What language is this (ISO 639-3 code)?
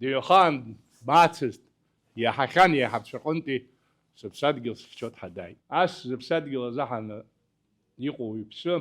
abk